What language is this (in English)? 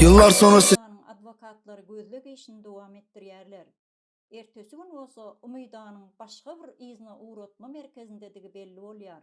Turkmen